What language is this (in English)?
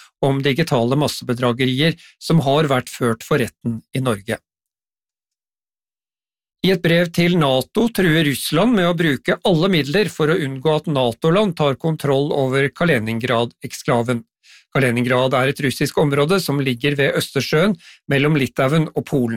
Norwegian